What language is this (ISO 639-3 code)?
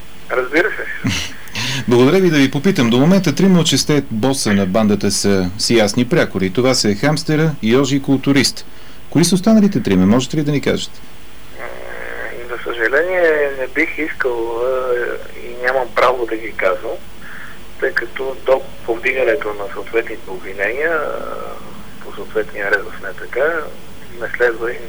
bul